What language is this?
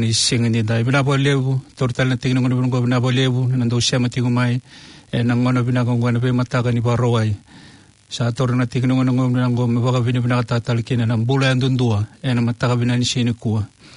Fijian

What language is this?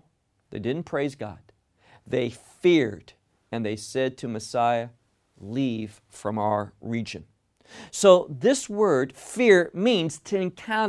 English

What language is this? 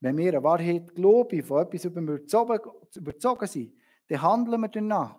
Swiss German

